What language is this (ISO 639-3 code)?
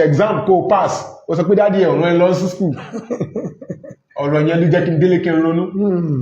yor